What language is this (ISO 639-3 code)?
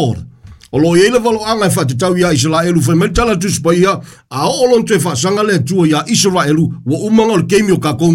smo